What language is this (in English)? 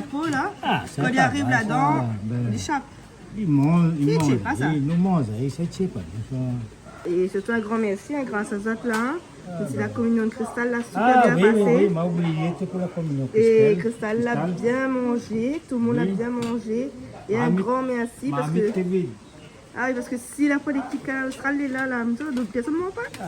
Réunion Creole French